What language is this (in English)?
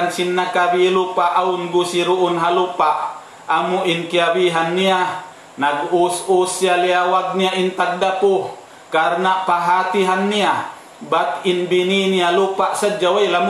Tausug